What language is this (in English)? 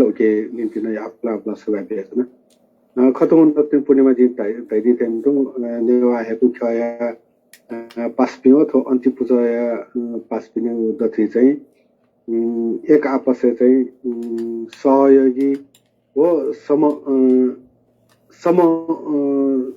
Newari